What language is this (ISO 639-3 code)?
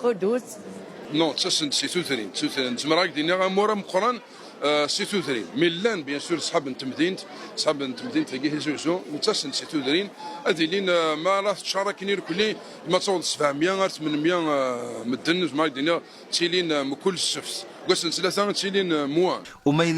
kab